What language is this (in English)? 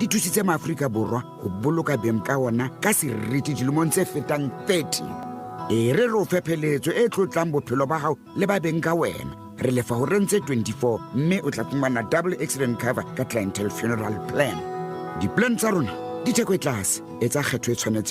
Southern Sotho